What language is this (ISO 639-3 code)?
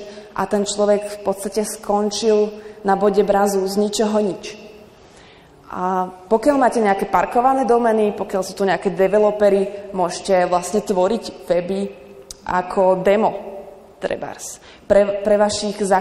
slk